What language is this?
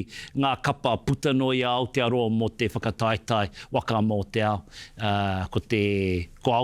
Māori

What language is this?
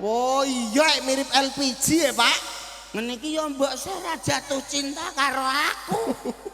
Javanese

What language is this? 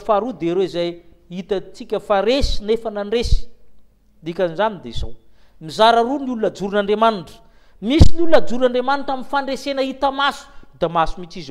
Malagasy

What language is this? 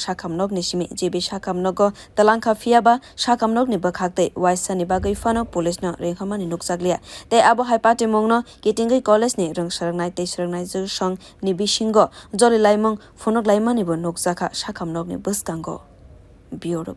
Kok Borok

